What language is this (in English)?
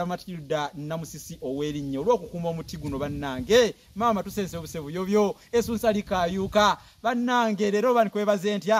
Ganda